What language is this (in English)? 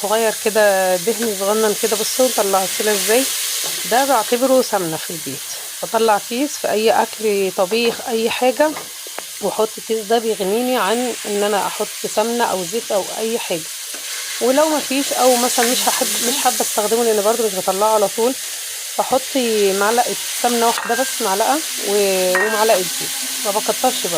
Egyptian Arabic